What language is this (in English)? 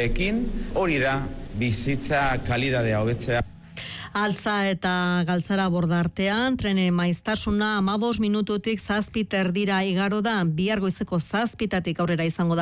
Basque